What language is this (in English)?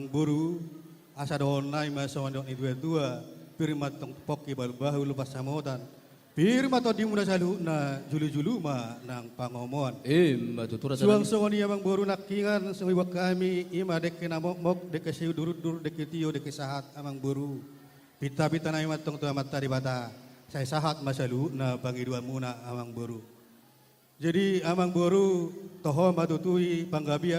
Batak Toba